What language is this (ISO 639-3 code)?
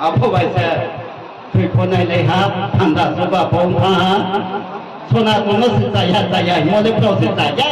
ria